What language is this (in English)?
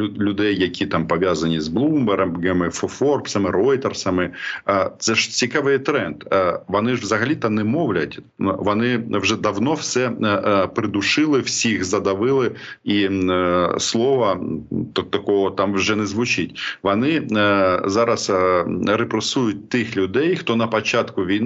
Ukrainian